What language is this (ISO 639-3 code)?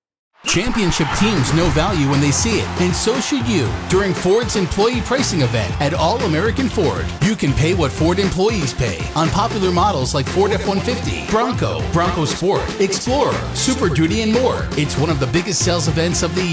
eng